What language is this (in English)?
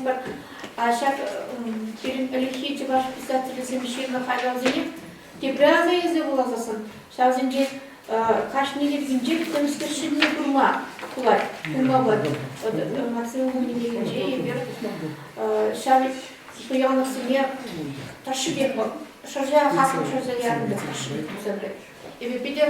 Chuvash